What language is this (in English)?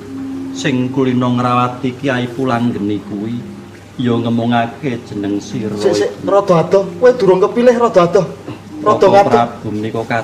Javanese